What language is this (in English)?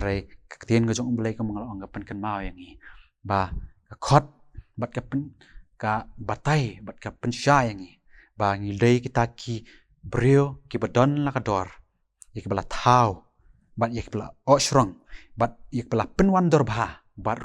Khasi